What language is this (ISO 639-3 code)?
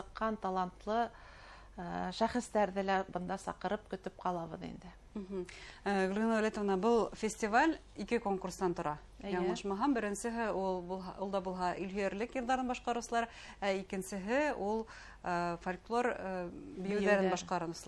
bak